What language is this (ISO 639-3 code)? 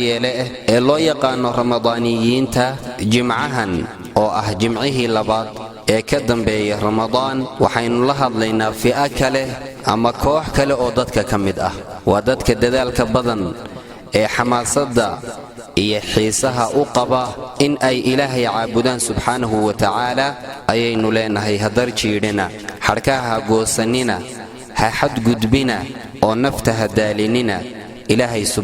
som